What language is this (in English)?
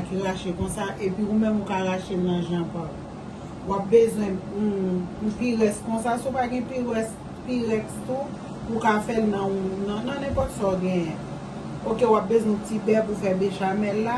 Haitian Creole